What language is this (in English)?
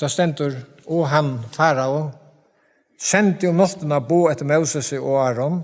Faroese